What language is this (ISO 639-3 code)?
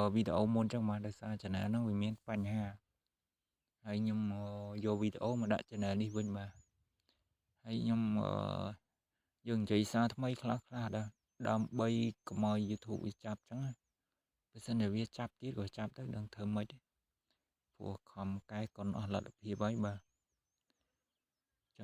khm